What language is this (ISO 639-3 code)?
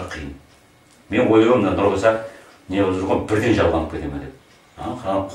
kaz